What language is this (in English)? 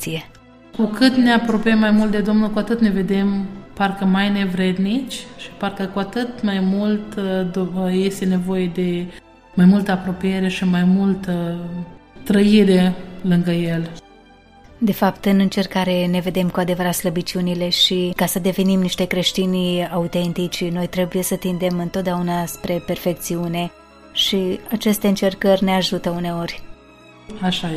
Romanian